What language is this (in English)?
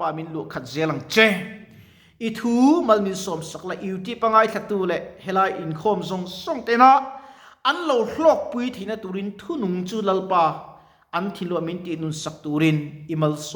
Mizo